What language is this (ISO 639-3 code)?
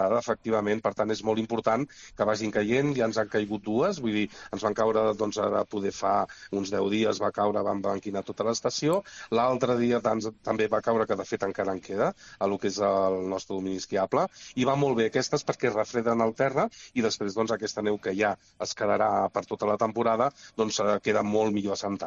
cat